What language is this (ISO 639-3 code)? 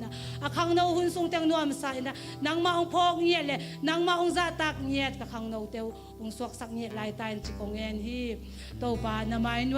ctd